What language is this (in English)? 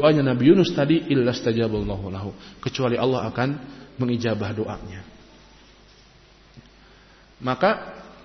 Indonesian